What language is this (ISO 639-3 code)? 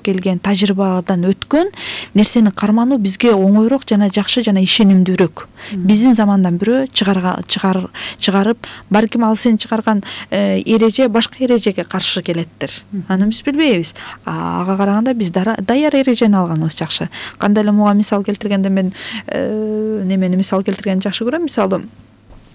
kir